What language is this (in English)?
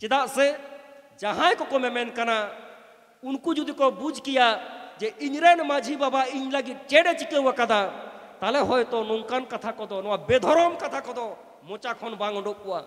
Santali